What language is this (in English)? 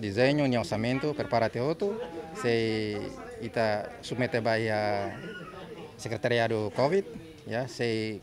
Tetum